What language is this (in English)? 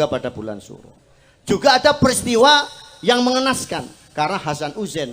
Javanese